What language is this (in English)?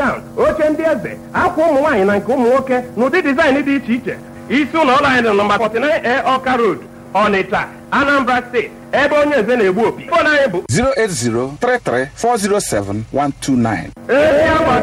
Igbo